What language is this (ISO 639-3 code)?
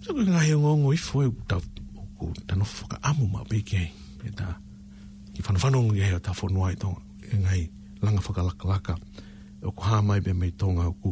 ton